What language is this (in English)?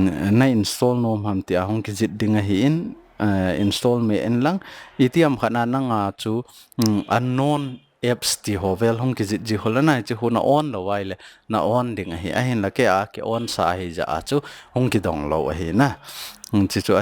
Thado Chin